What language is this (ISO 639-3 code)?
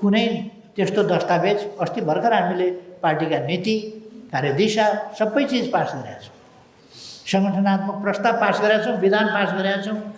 nep